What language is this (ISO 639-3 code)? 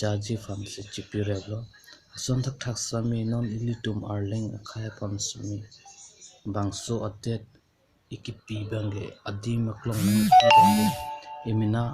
mjw